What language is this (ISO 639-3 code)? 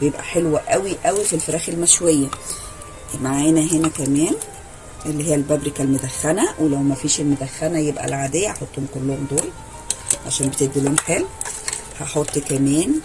arz